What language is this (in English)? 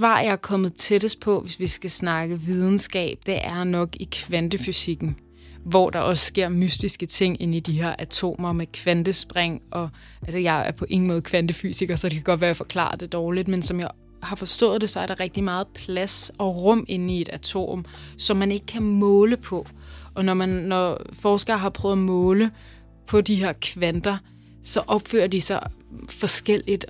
Danish